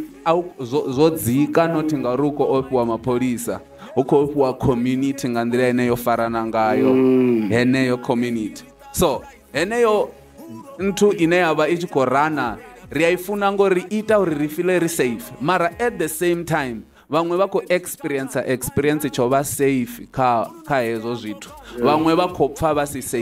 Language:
Venda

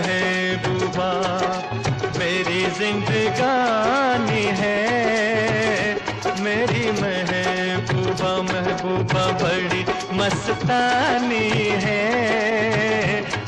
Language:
Hindi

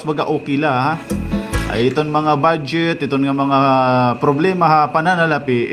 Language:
Waray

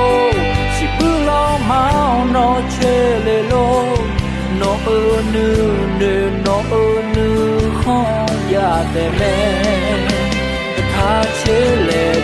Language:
Akha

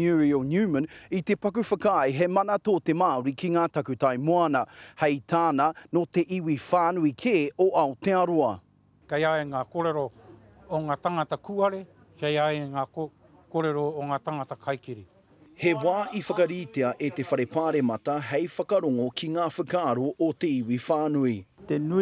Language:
Māori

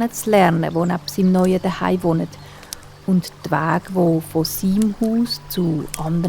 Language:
Swiss German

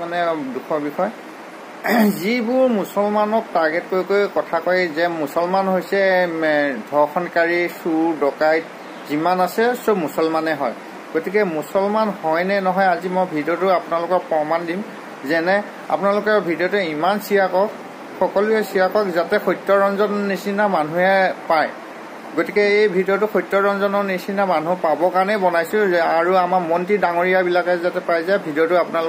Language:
Assamese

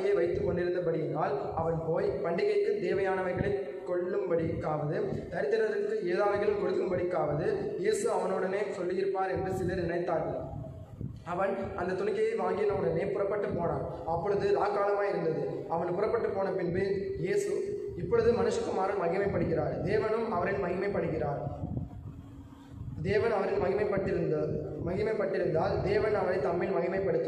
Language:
Tamil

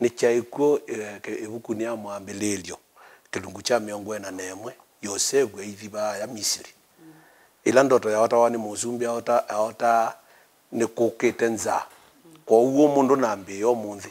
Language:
Kamba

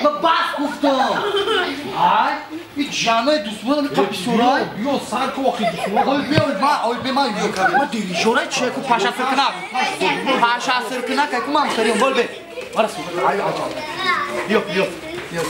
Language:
Tajik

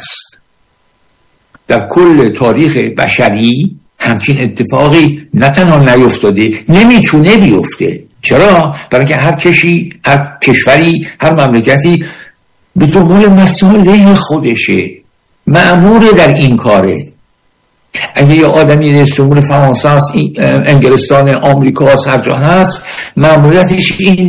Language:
Persian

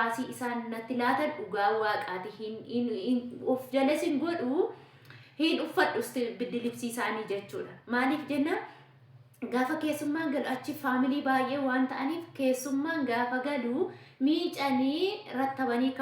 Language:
Oromo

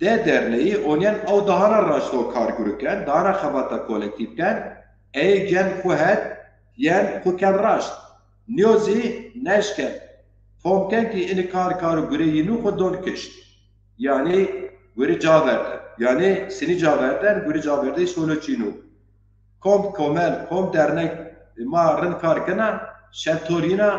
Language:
Zaza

